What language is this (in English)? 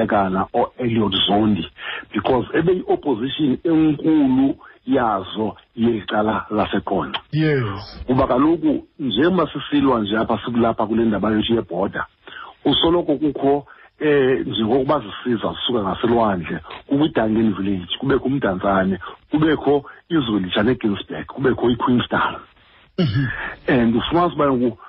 Xhosa